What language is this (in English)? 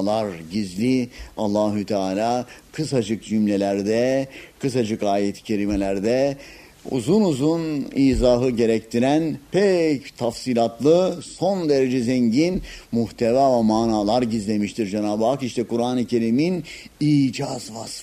Turkish